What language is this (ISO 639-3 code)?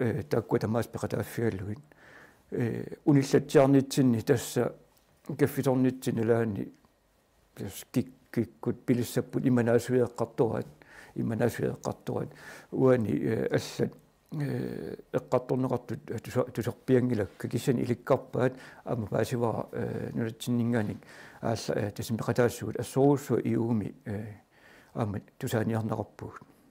kal